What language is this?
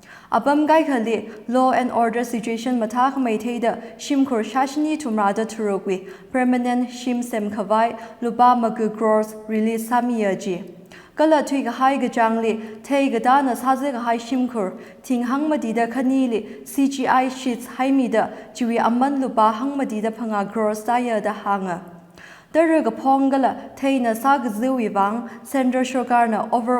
Tangkhul Naga (India)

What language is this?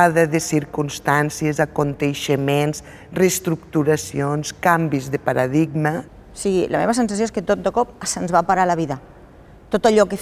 Catalan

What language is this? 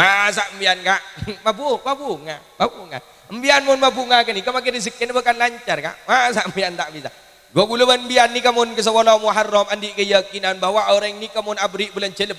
Madurese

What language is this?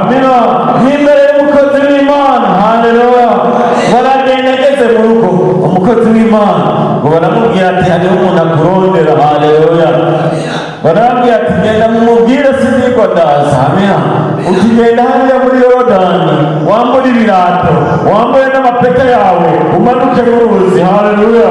Rundi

